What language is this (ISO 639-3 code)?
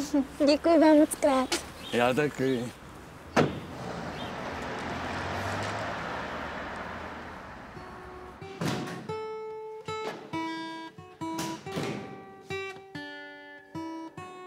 ces